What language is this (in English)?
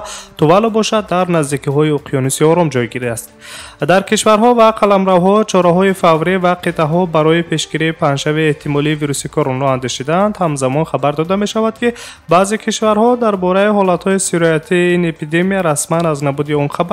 Tajik